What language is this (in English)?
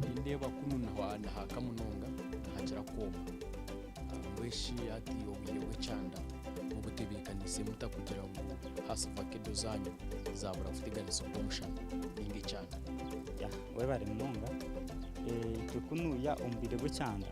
Nyankole